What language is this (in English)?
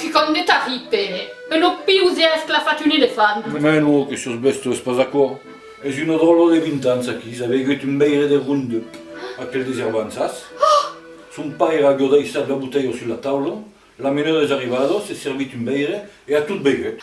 Occitan